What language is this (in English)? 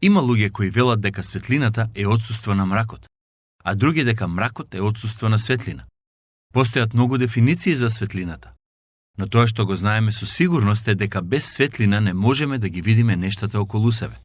Macedonian